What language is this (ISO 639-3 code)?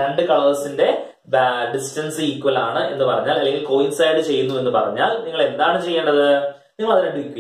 mal